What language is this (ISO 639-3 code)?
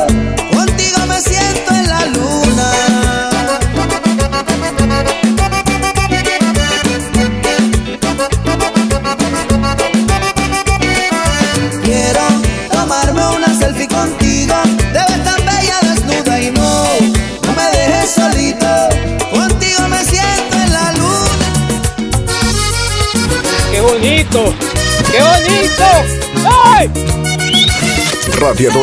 spa